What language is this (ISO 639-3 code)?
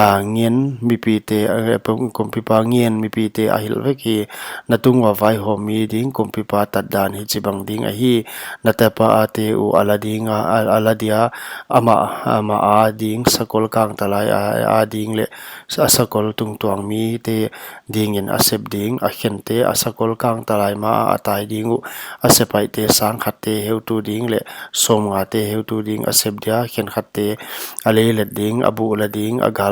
pck